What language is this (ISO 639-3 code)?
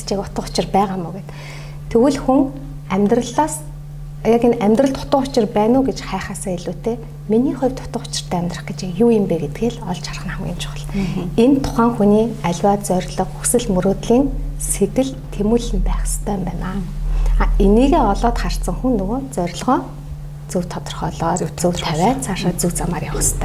mon